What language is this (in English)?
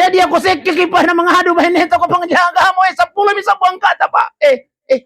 Buginese